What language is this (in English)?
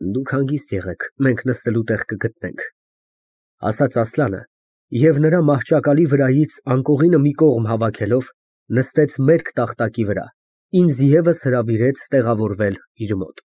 Armenian